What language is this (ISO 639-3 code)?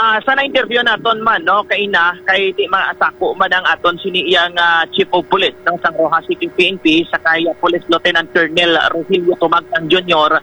hil